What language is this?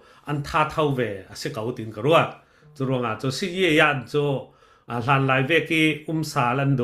Falam Chin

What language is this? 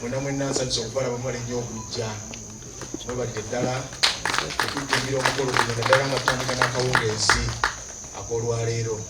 Ganda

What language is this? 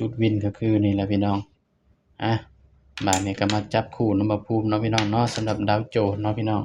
Northeastern Thai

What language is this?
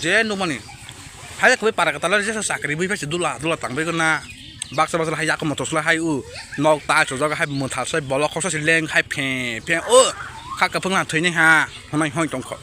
Kok Borok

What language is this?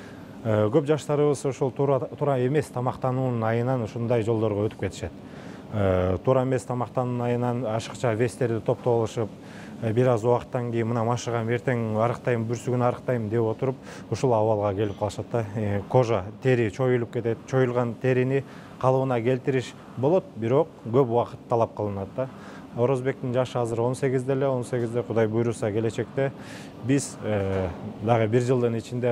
Kyrgyz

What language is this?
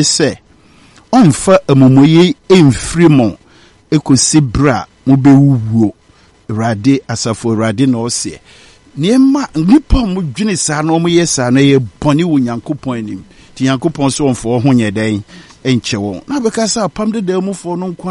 Akan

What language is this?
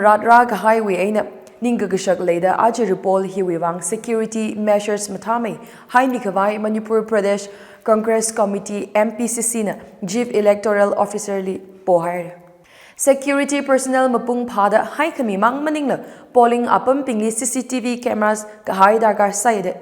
Tangkhul Naga (India)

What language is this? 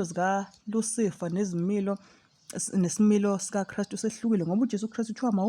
Zulu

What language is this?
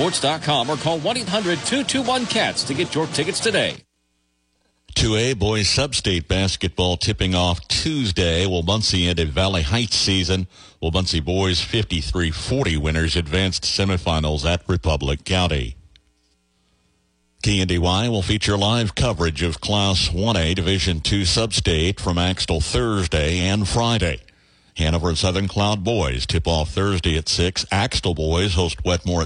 English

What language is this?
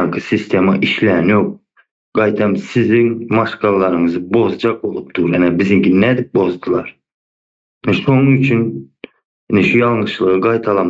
Turkmen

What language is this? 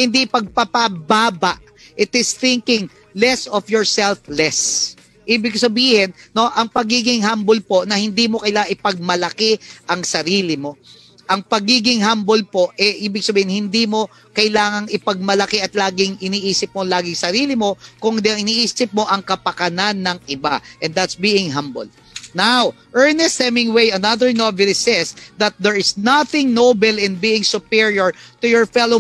Filipino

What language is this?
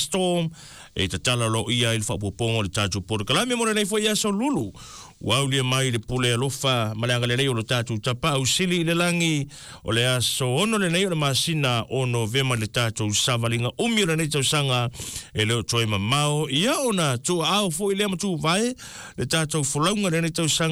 Samoan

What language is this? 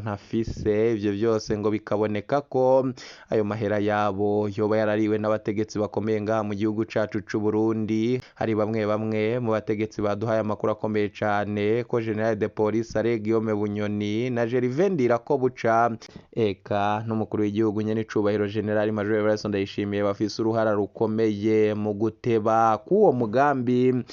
Rundi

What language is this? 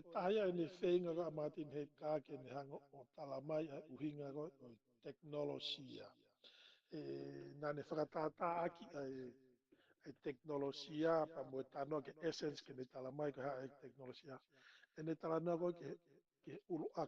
Tongan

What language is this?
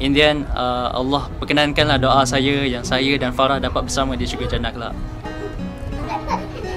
Malay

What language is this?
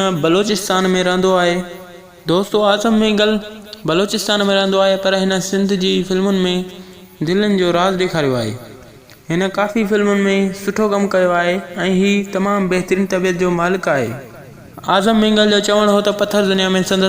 Sindhi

